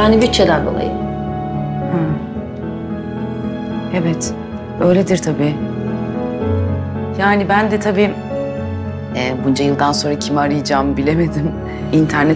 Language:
Turkish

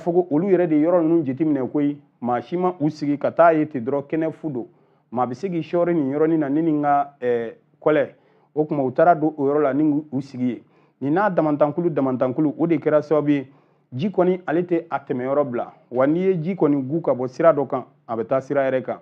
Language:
Bambara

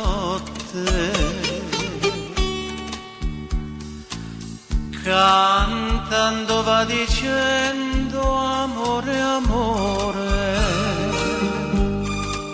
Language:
Italian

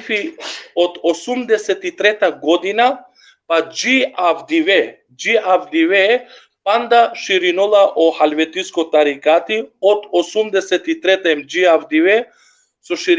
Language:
Balkan Romani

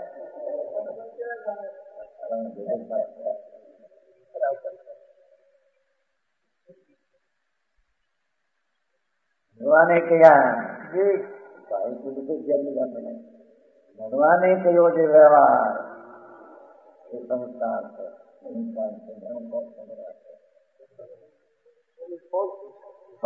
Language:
Gujarati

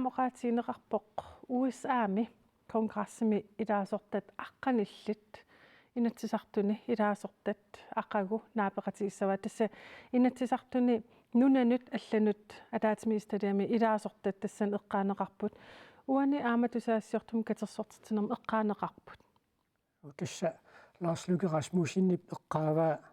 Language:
Kalaallisut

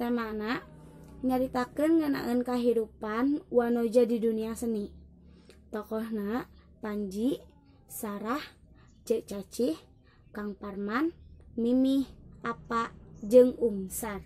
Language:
Sundanese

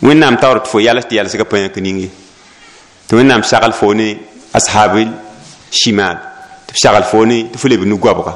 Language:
Mossi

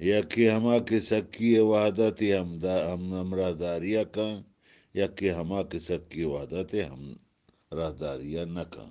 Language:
Eastern Balochi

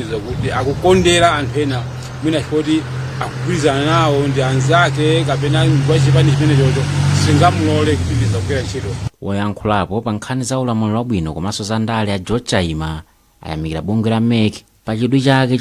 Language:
Nyanja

